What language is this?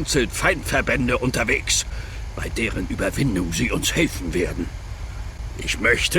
Bavarian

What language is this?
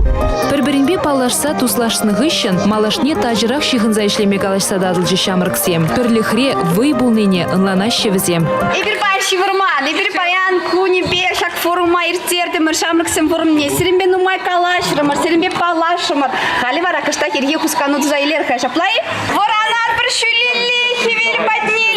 Chuvash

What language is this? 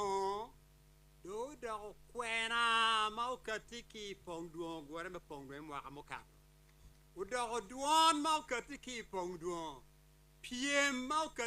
Acoli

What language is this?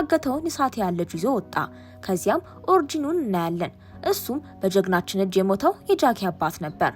Amharic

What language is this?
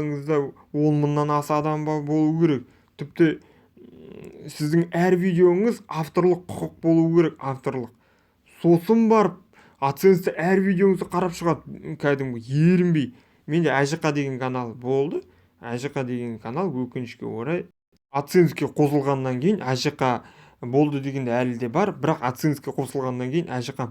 Kazakh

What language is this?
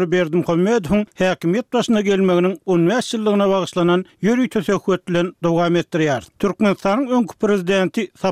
Turkmen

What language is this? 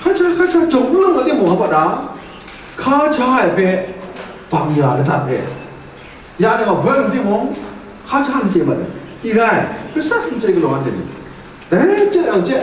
Kachin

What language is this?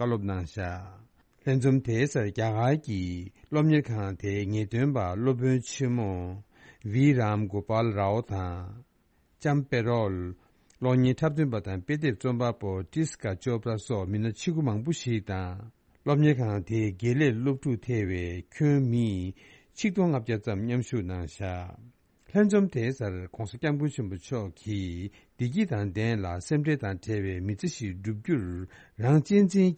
Tibetan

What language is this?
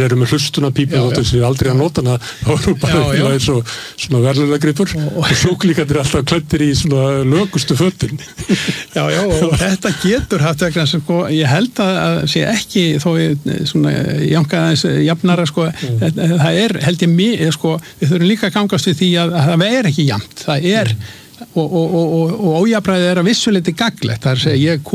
Icelandic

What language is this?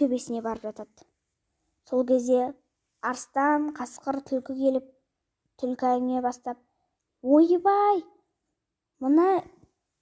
Kazakh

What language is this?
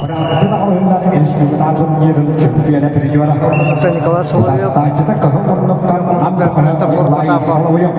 Yakut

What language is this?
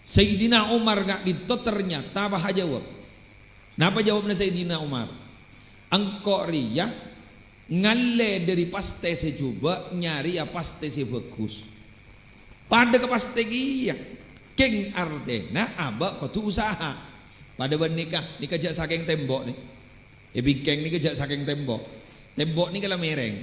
Madurese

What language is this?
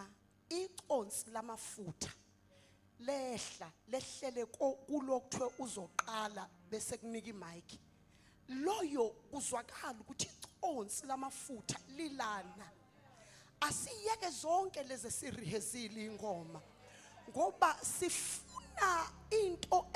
Zulu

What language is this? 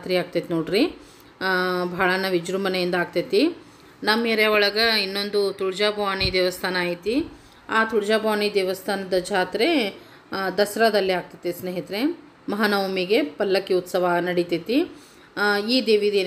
Kannada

